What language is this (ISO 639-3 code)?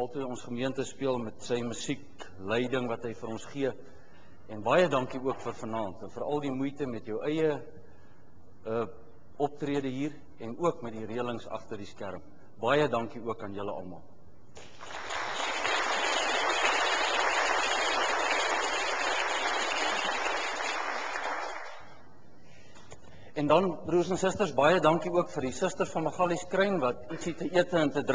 afr